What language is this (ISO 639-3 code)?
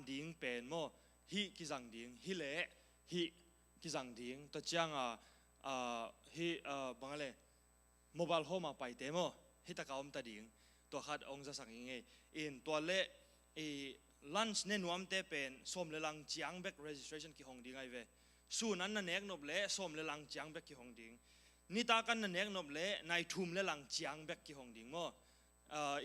ctd